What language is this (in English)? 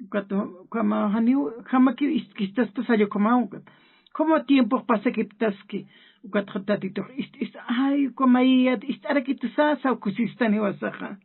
Aymara